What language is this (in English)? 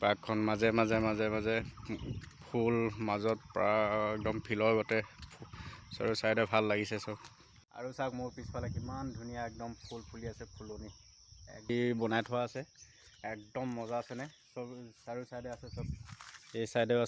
Assamese